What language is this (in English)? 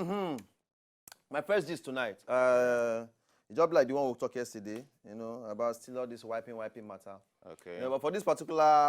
Nigerian Pidgin